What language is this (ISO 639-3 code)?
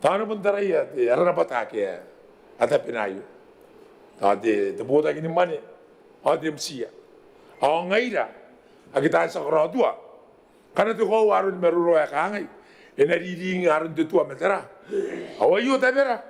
gil